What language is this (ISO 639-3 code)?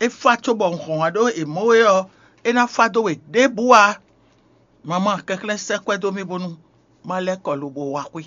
fon